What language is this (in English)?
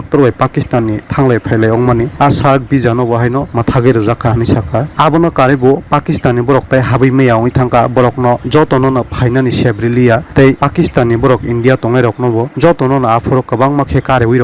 Kok Borok